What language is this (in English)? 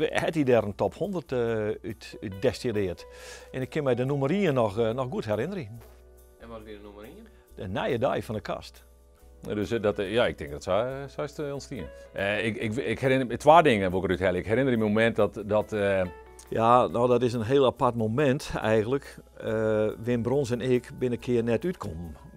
Western Frisian